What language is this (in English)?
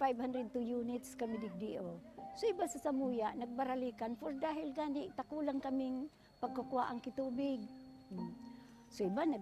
Bikol